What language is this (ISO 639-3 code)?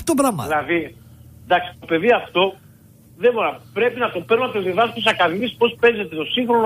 ell